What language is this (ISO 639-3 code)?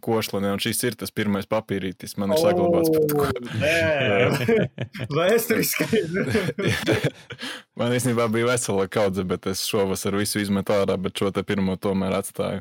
lav